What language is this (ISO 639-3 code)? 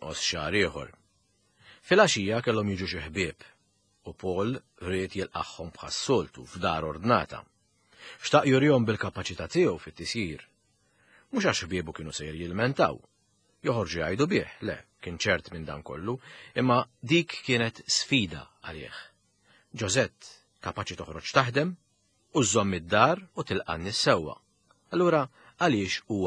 mlt